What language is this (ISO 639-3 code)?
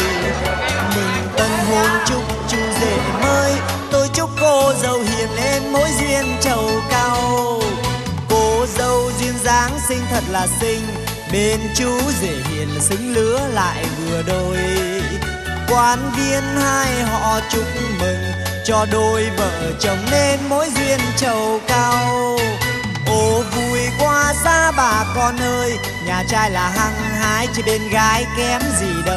vie